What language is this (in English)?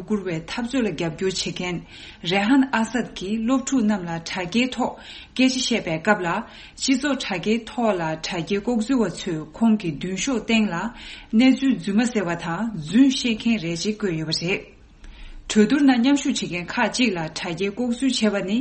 Tibetan